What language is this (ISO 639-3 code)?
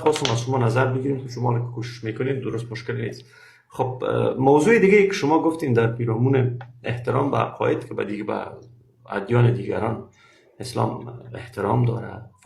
fas